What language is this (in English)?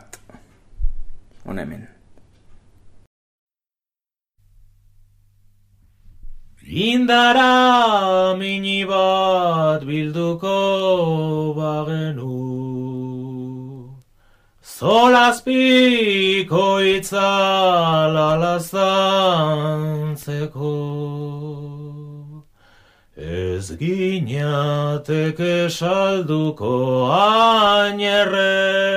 Basque